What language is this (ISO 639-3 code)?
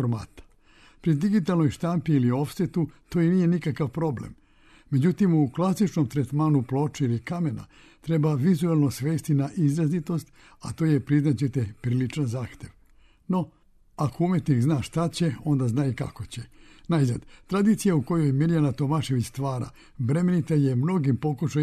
srp